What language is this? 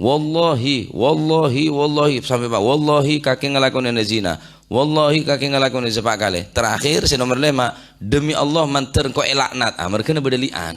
Madurese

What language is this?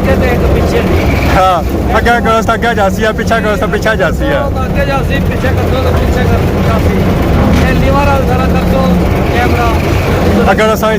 Pahari-Potwari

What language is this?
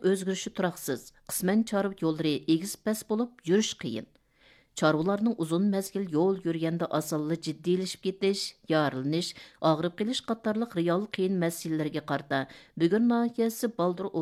Uyghur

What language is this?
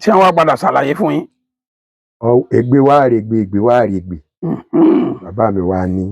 Yoruba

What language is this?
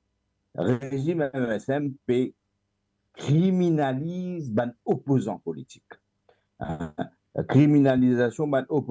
Morisyen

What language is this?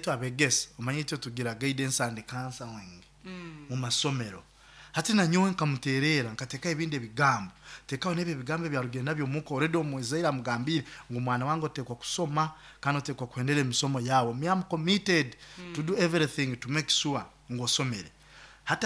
Nyoro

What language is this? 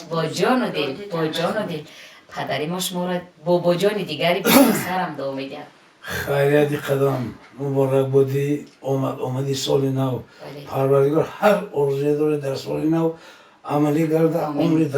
Tajik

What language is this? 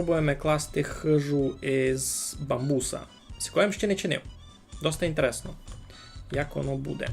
Rusyn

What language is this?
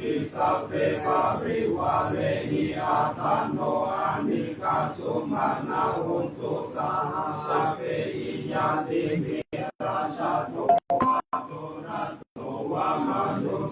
Pali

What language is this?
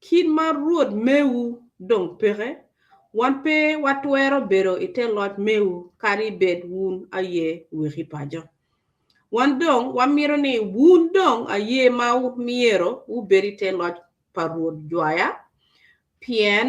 Acoli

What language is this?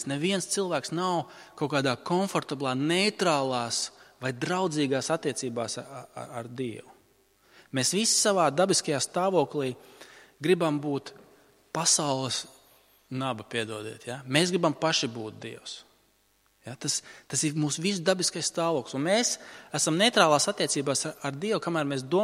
Latvian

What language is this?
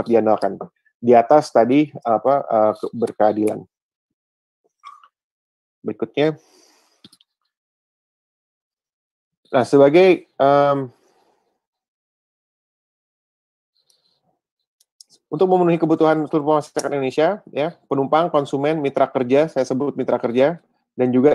Indonesian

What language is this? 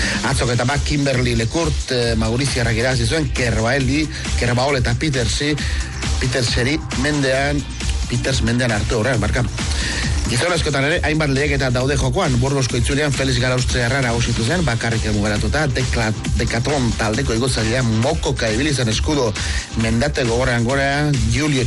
Basque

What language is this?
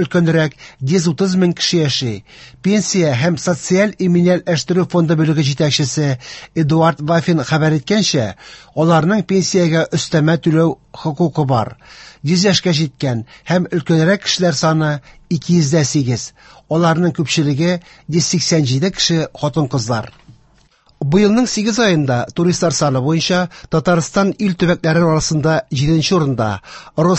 Tatar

